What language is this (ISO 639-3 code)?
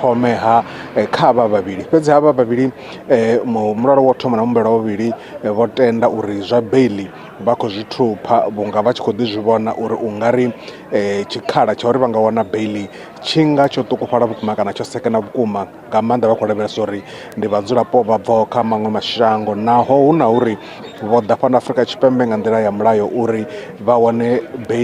ven